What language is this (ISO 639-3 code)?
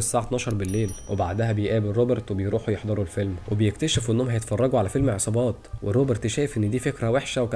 arz